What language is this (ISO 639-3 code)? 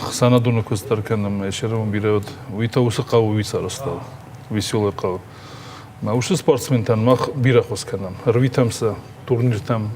oss